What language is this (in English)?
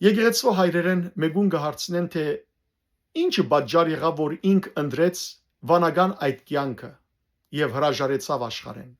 Western Armenian